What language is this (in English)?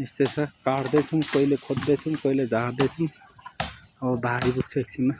Nepali